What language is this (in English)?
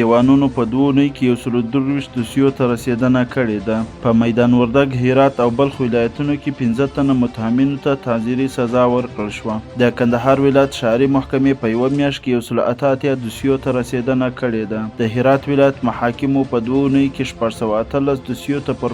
Pashto